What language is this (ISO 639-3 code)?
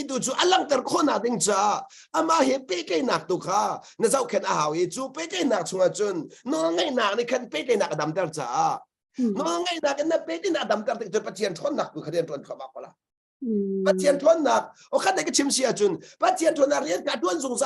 cnh